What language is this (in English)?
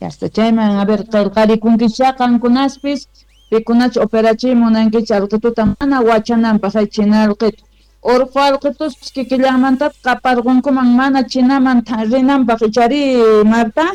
Quechua